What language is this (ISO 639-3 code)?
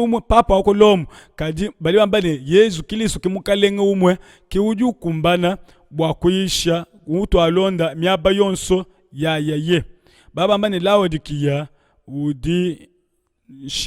lua